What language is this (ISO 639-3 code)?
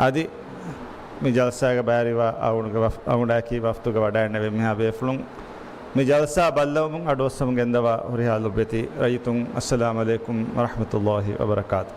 div